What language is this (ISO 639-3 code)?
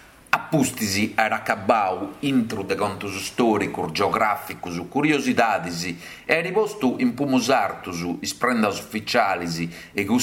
srd